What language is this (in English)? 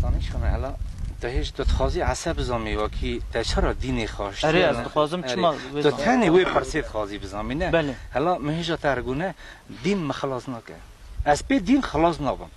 Kurdish